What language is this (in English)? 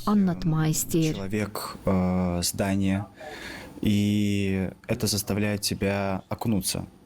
Gagauz